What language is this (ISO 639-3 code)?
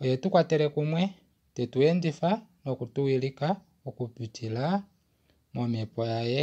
kua